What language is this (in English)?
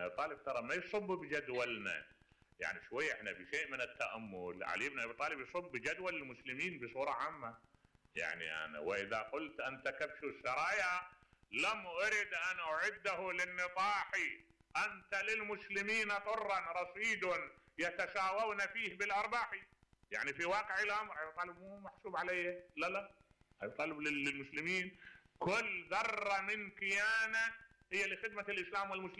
Mesopotamian Arabic